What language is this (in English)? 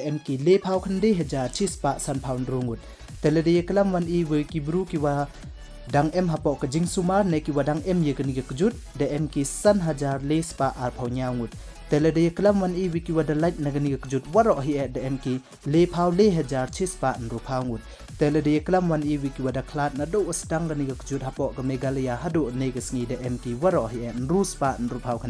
Pnar